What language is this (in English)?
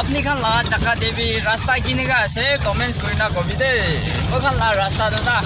Naga Pidgin